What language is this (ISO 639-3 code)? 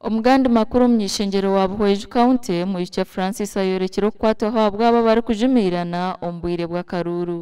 nyn